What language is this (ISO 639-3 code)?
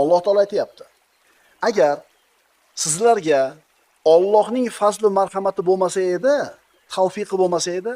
uzb